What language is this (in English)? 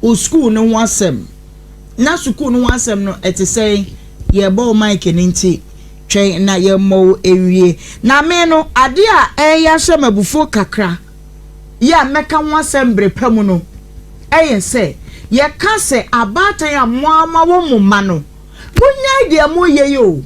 Akan